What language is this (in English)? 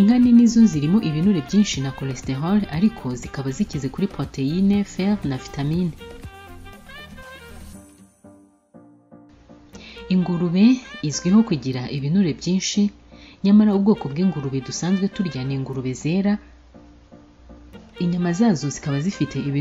Kinyarwanda